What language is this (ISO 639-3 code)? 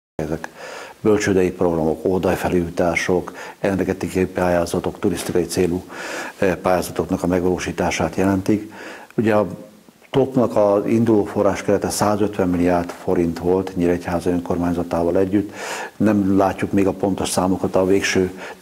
hun